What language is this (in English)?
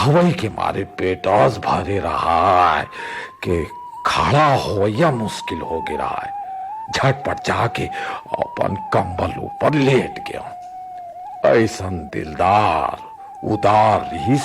Chhattisgarhi